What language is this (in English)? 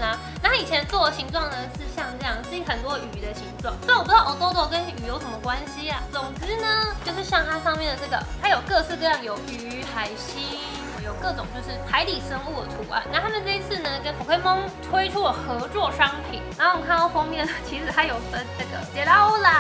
Chinese